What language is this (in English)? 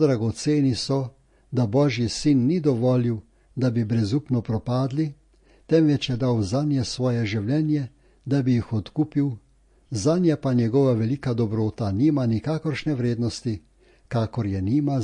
Slovenian